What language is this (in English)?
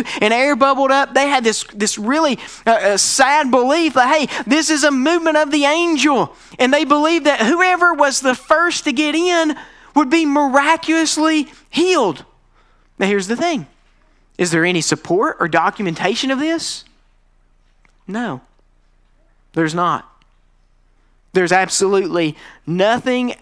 English